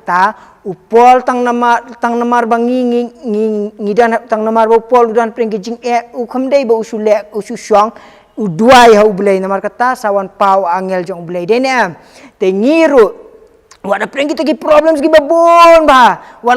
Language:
Khasi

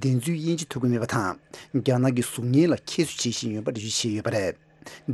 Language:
Tibetan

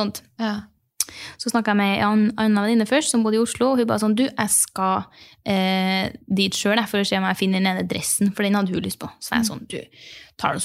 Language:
Norwegian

